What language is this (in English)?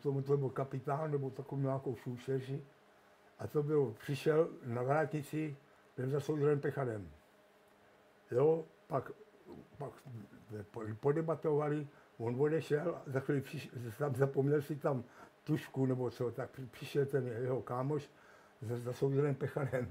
Czech